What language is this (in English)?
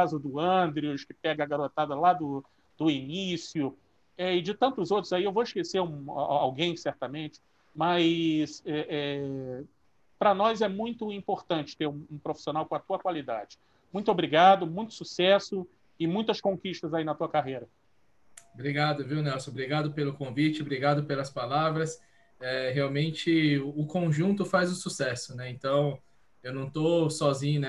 Portuguese